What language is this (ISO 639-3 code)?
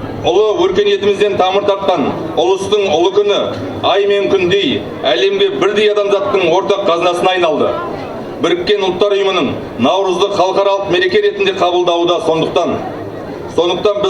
kaz